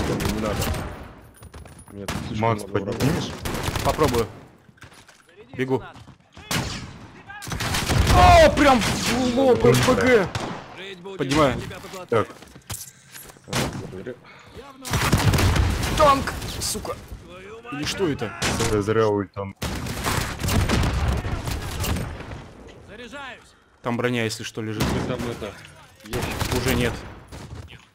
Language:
Russian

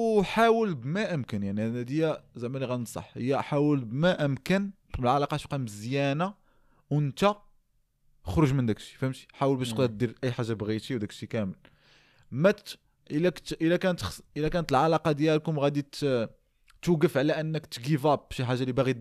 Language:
Moroccan Arabic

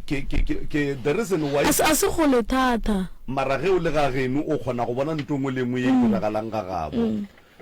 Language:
Northern Sotho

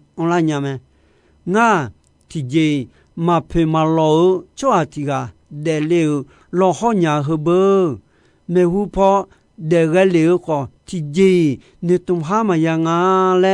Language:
Akha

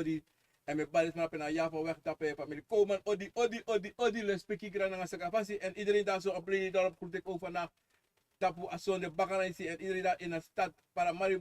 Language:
Sranan Tongo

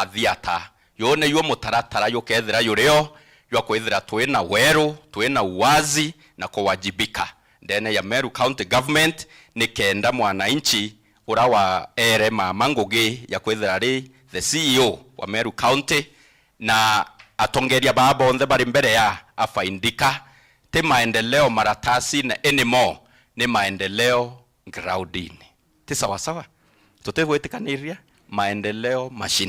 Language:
Meru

